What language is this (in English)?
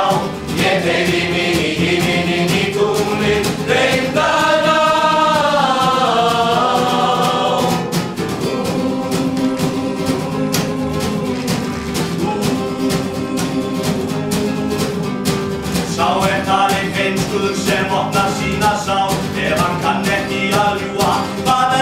Icelandic